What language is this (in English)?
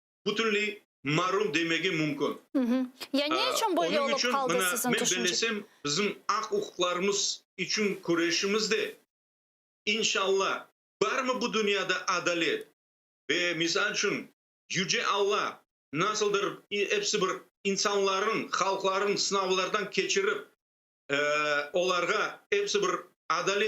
Crimean Tatar